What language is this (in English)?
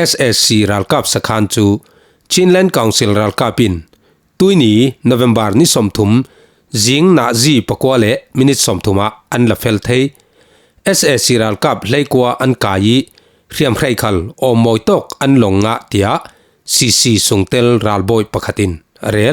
Falam Chin